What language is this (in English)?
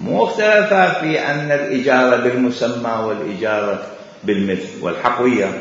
Mesopotamian Arabic